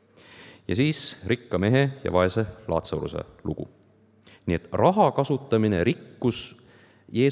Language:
Estonian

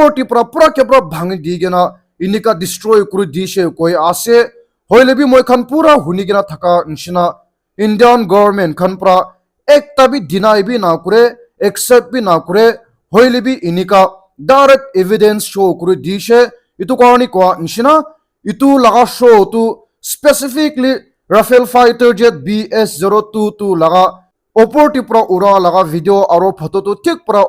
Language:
Naga Pidgin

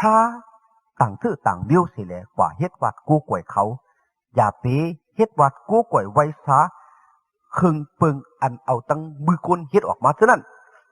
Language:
Shan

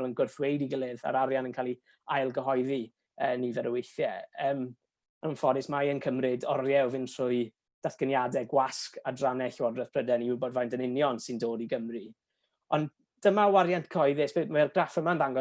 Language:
Welsh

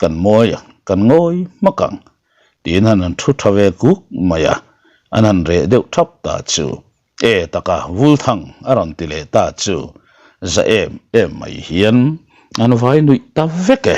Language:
Mizo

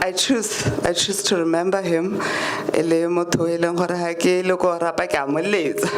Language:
Tswana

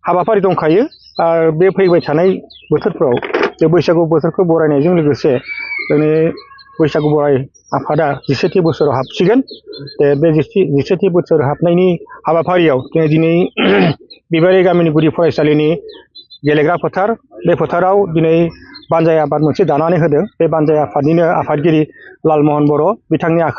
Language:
Bodo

